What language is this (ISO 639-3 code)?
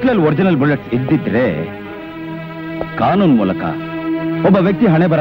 kan